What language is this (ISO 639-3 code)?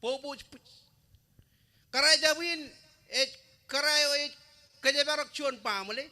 mah